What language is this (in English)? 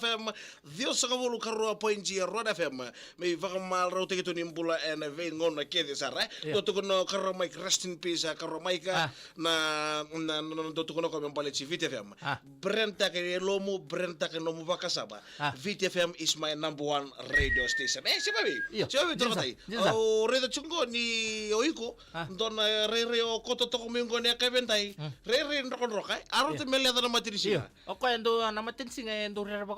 Fijian